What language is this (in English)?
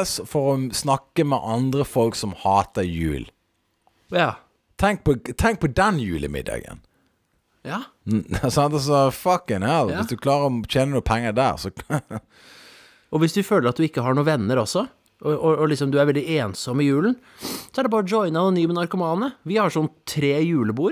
Norwegian